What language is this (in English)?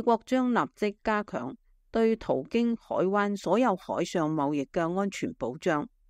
Cantonese